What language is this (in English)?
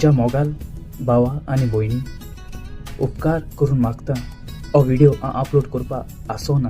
Konkani